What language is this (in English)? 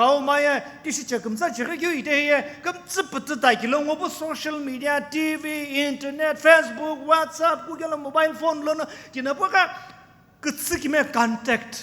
Sumi Naga